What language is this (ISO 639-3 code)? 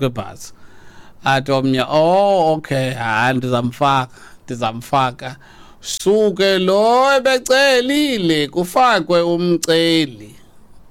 xho